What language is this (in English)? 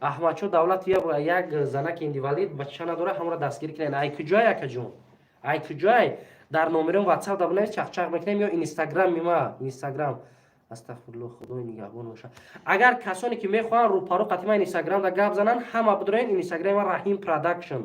Tajik